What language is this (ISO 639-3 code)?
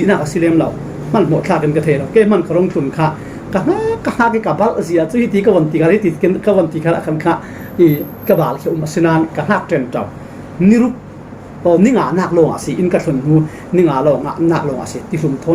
cfm